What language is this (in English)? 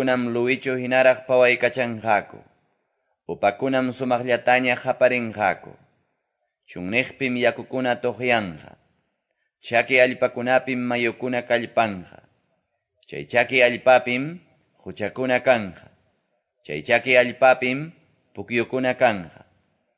Quechua